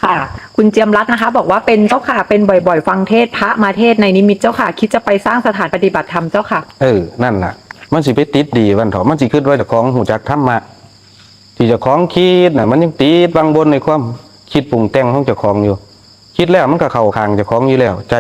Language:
Northeastern Thai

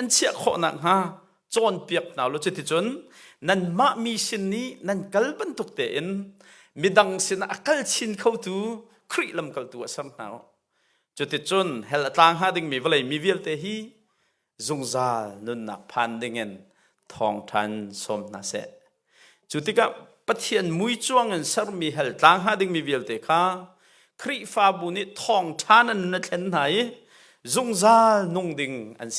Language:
Hakha Chin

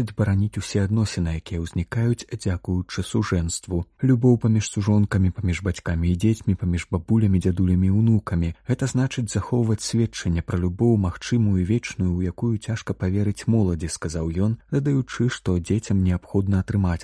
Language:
Belarusian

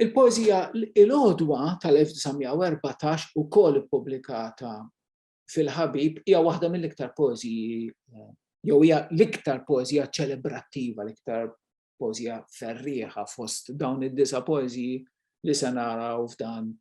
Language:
Maltese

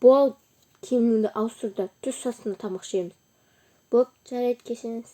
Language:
Kazakh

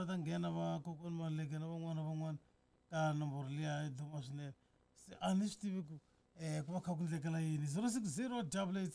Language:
Tsonga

